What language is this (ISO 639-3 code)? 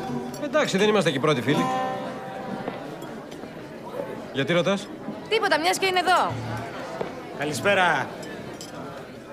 ell